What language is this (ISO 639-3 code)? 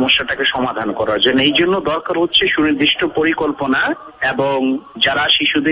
ben